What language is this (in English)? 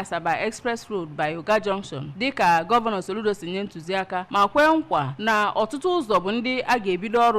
Igbo